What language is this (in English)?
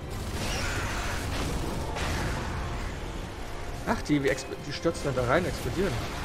German